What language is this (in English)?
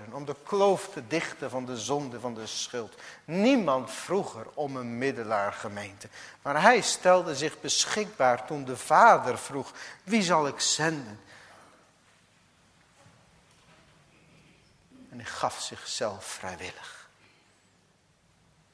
Dutch